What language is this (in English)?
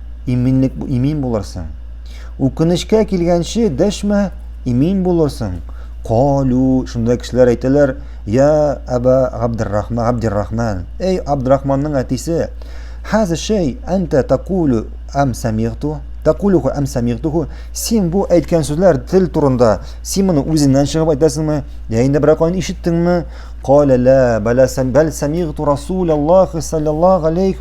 Tatar